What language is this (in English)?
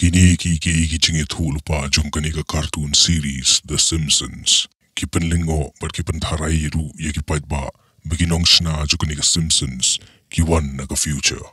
Khasi